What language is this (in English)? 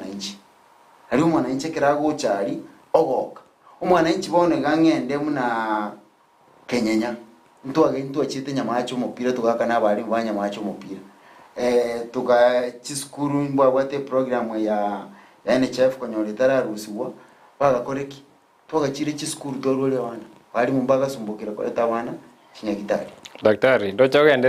Gusii